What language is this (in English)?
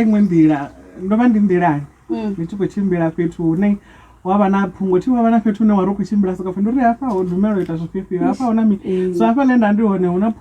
Venda